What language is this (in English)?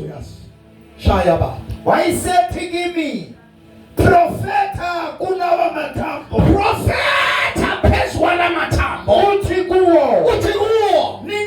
Zulu